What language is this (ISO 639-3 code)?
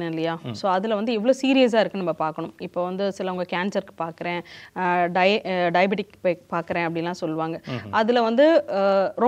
tam